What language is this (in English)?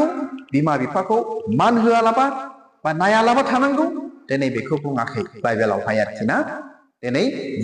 Bodo